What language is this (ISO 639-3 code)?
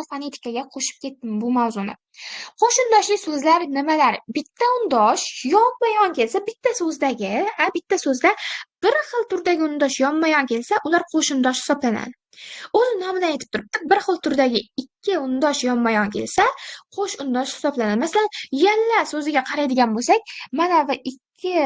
uzb